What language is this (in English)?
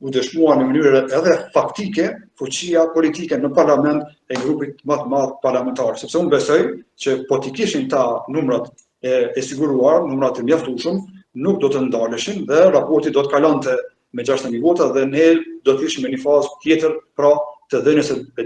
Albanian